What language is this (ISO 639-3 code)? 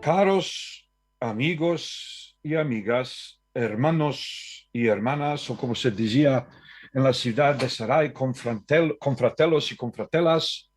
lad